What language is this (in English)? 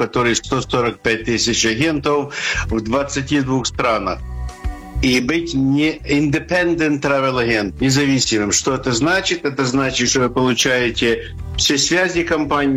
Russian